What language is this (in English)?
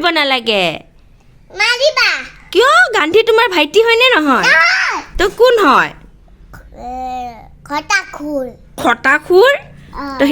Assamese